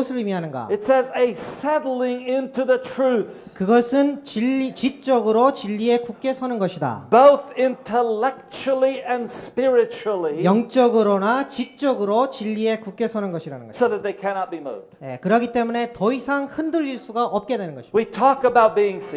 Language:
Korean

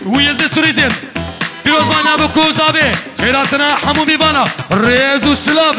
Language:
Kurdish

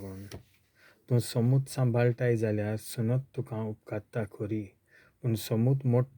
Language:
Konkani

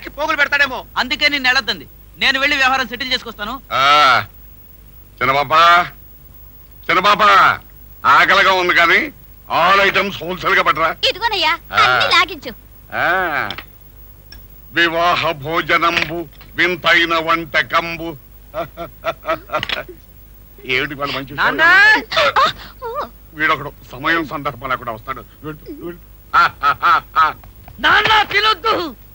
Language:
Telugu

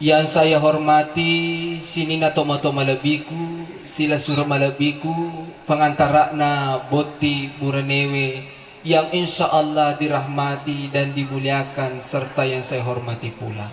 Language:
Buginese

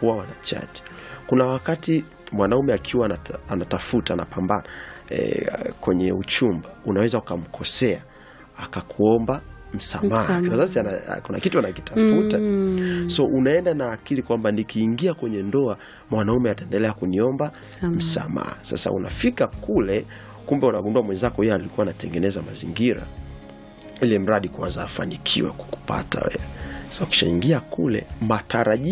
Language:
Swahili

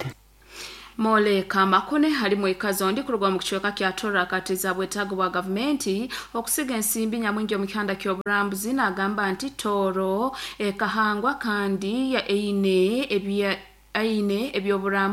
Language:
Nyoro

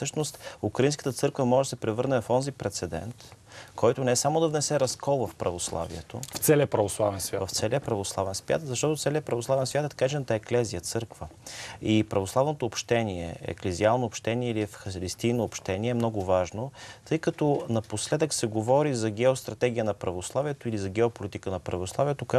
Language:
Bulgarian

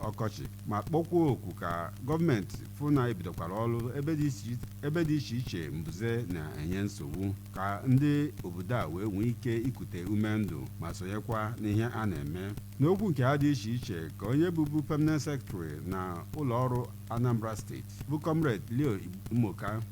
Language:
Igbo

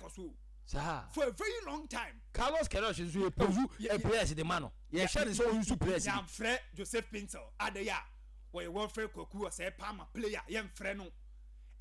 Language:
Akan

